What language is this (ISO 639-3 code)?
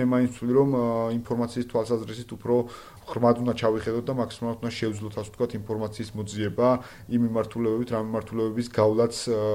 kat